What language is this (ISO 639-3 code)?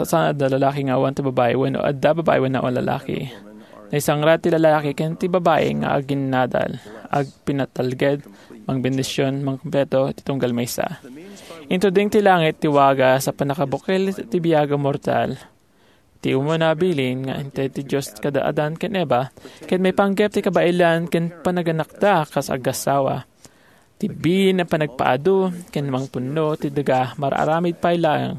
ilo